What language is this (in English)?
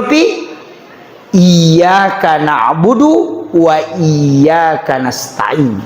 Buginese